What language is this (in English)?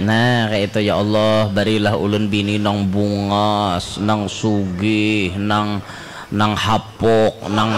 Banjar